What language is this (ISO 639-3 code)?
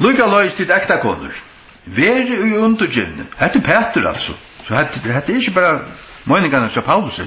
fao